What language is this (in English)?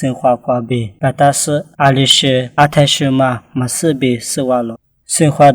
Lisu